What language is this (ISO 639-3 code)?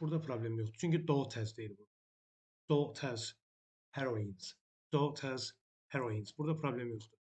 aze